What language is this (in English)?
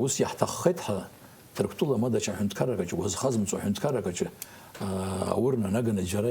Abkhazian